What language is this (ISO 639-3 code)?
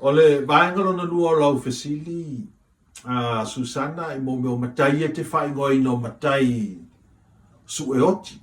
smo